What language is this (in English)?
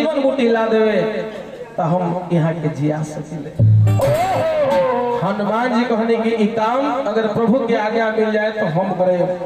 Bhojpuri